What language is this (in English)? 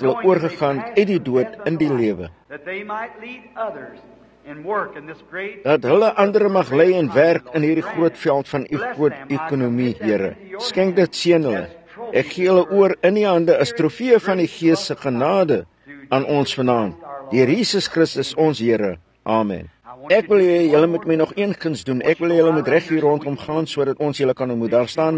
Afrikaans